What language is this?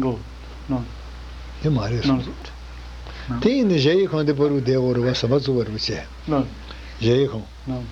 Tibetan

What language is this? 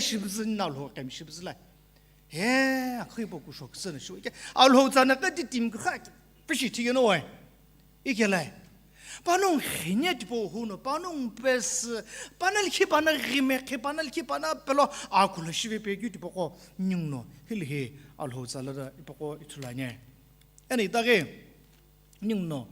Sumi Naga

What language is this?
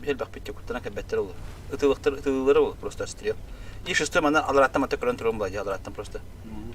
Yakut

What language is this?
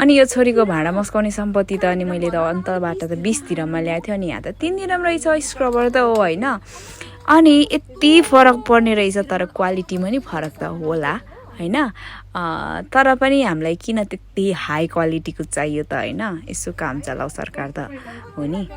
Nepali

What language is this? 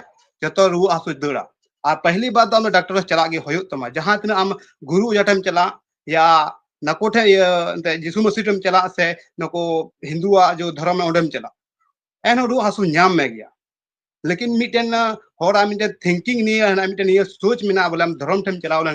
Santali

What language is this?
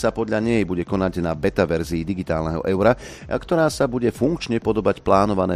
Slovak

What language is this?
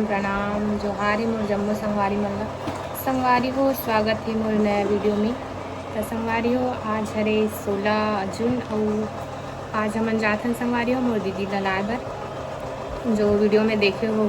Chhattisgarhi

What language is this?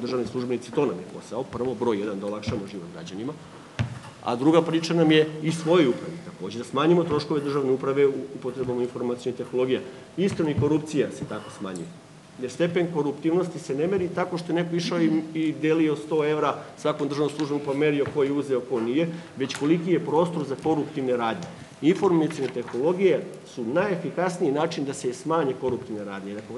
Serbian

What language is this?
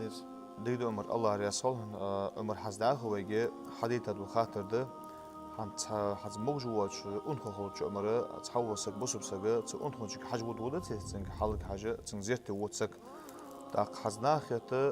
Ingush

